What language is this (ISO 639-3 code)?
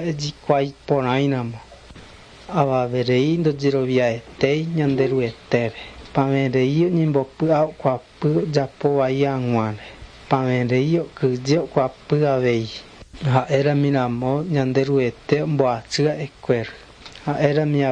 grn